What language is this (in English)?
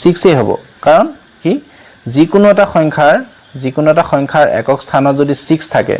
Assamese